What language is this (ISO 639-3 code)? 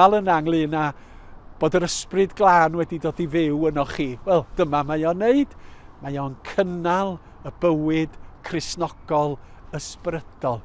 cym